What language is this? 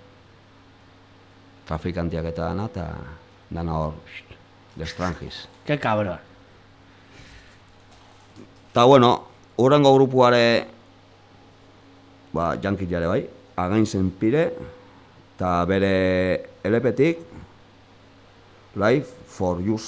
Basque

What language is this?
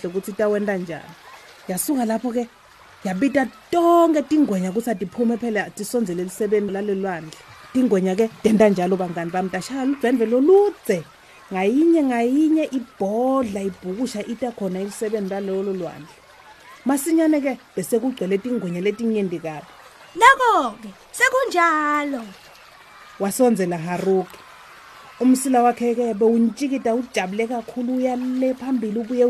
Swati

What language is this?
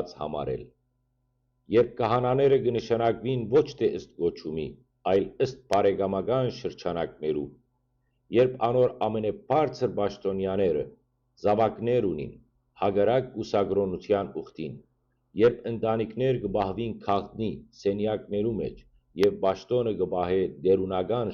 Western Armenian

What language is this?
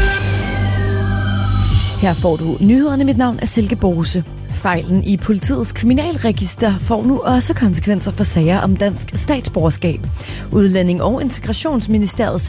Danish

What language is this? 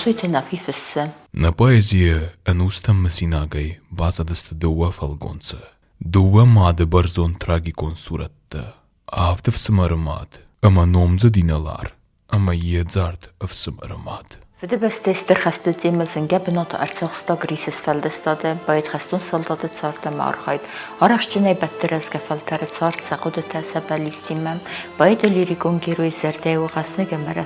Ossetic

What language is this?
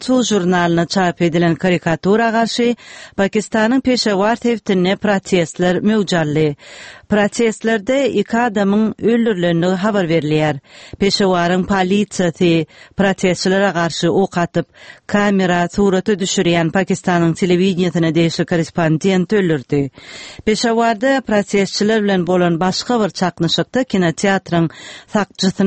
Turkmen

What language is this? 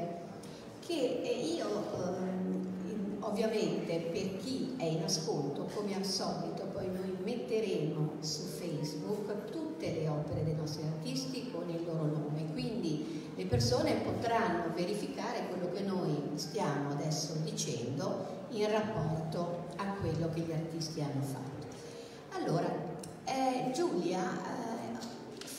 Italian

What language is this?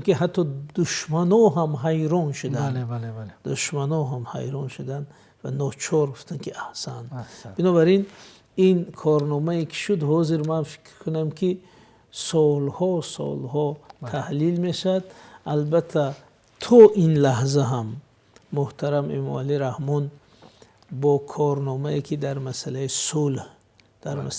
Tajik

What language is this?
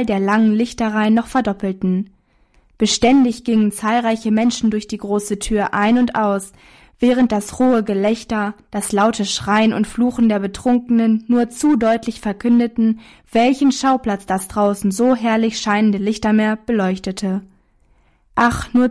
German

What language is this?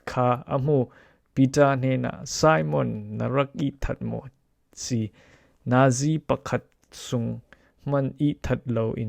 Falam Chin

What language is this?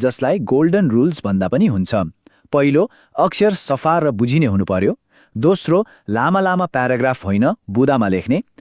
Nepali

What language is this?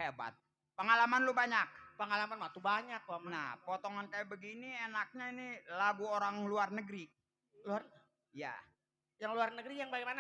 Betawi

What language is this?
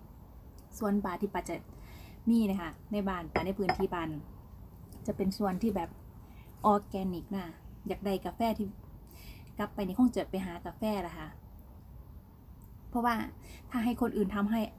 Thai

